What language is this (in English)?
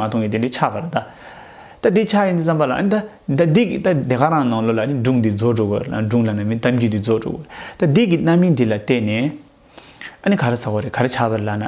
Tibetan